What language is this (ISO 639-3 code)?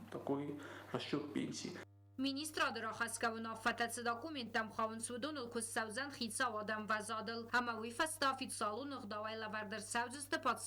oss